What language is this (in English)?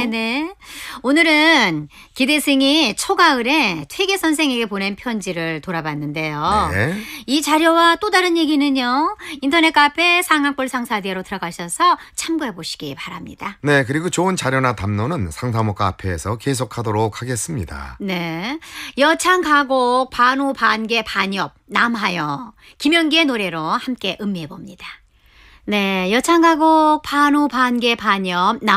Korean